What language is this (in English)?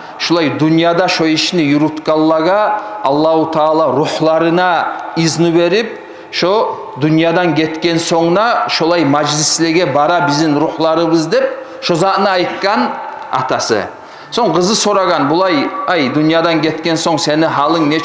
Kumyk